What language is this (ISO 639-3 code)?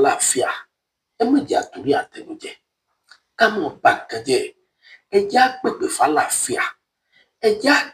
yor